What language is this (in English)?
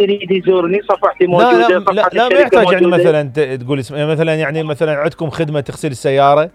Mesopotamian Arabic